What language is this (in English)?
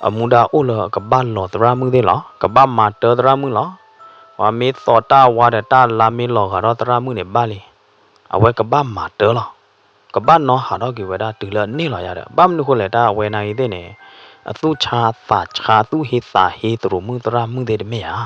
S'gaw Karen